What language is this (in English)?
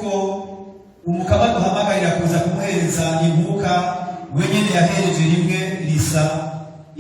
Rundi